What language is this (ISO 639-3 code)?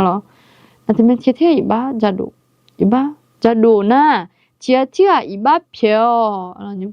ahk